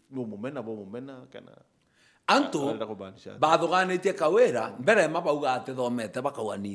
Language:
Meru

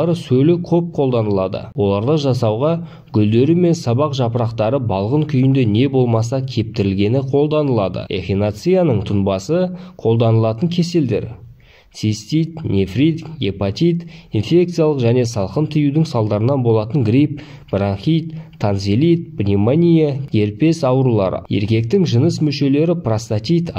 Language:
Kazakh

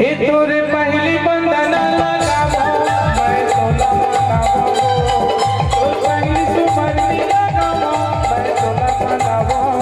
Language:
Chhattisgarhi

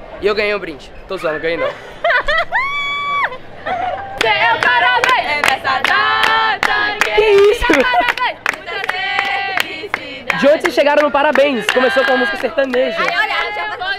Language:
Portuguese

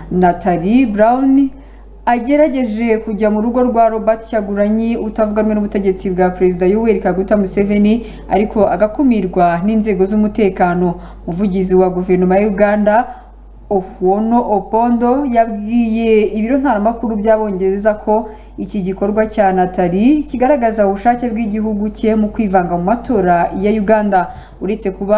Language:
Kinyarwanda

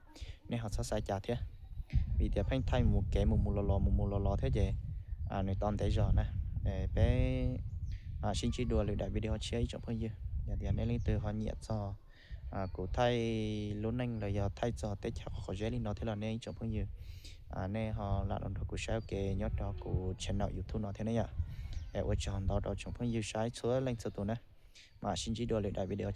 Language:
Hmong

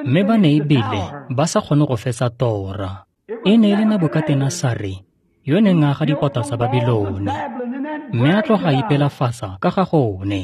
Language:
Tswana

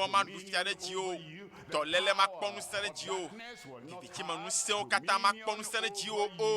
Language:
Ewe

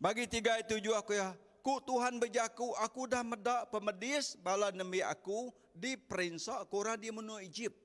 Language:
Iban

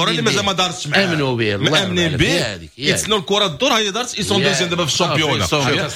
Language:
Moroccan Arabic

